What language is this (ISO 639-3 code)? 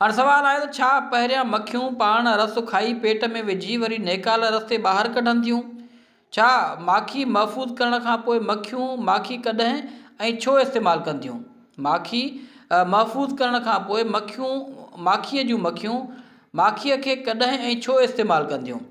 snd